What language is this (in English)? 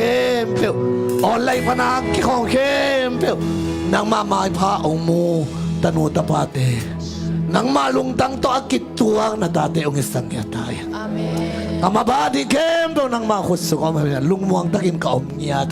Tedim Chin